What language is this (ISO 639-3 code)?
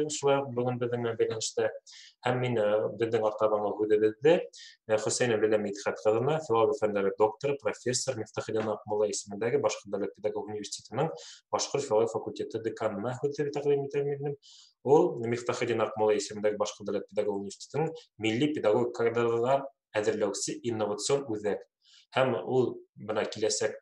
bak